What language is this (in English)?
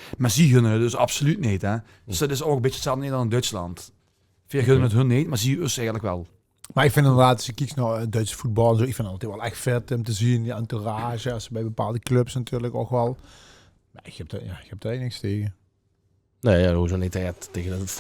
Limburgish